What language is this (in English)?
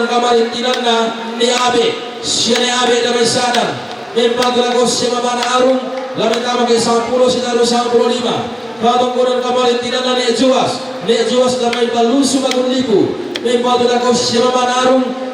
Toraja-Sa'dan